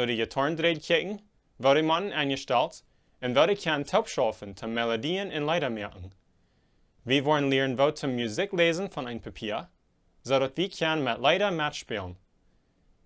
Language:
Plautdietsch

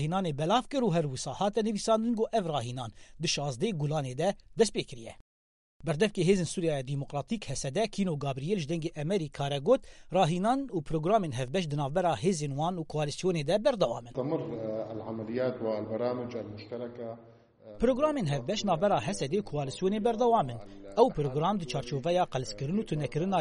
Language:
Kurdish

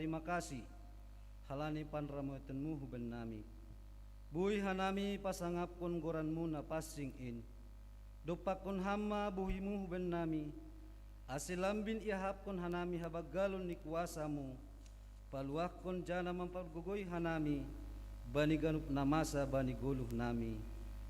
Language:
Batak Simalungun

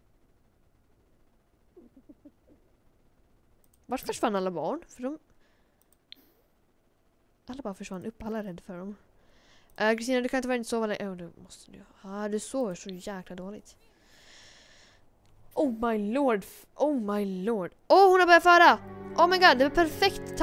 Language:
Swedish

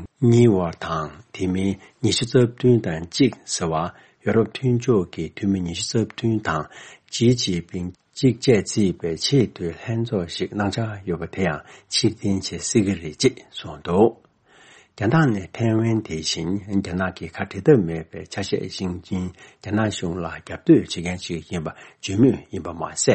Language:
Tibetan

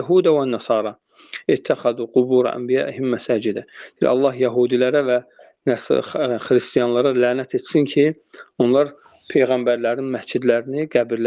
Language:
Azerbaijani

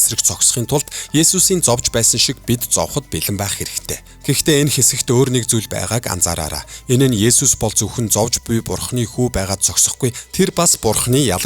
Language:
Mongolian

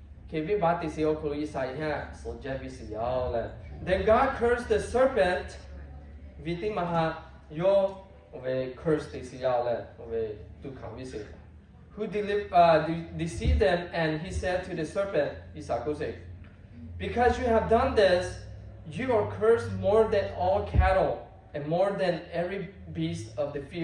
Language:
Lahu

